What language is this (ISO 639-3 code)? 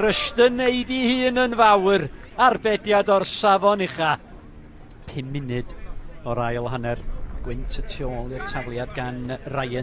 cym